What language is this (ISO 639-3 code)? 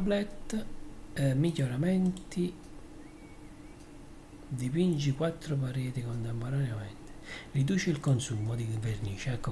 ita